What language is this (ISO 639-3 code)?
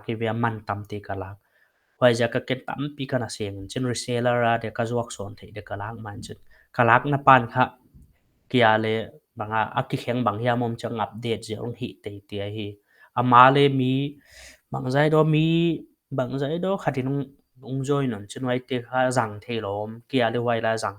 pck